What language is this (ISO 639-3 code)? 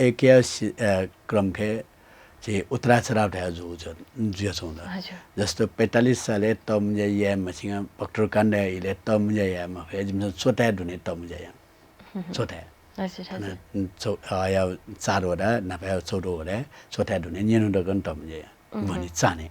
new